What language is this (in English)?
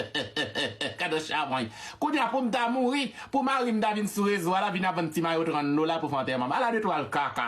Haitian Creole